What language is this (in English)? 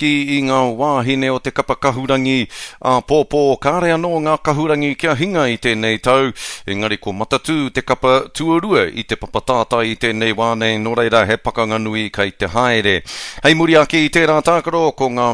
Māori